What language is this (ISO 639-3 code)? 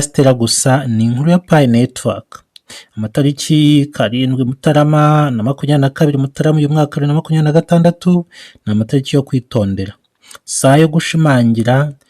kin